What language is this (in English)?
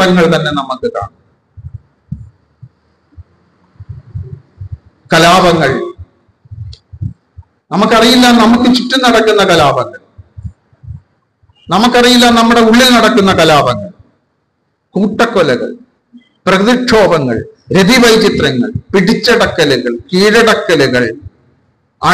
Malayalam